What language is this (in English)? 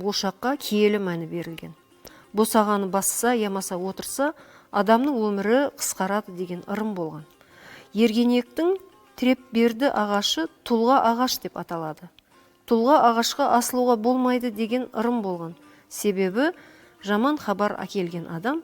Kara-Kalpak